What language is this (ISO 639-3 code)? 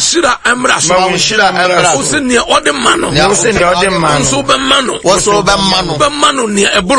aka